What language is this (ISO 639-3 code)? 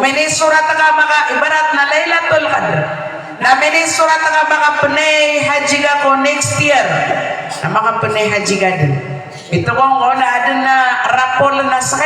mrw